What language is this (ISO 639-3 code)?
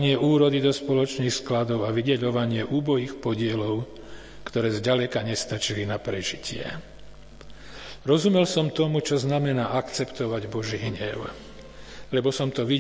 slk